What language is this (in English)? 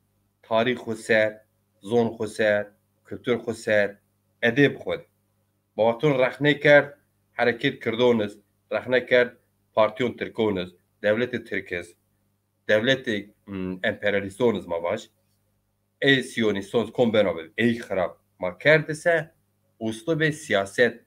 Zaza